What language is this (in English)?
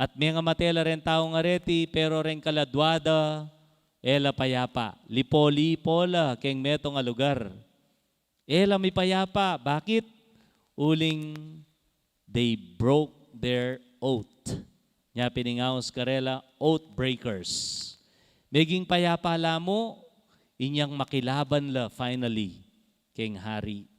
Pampanga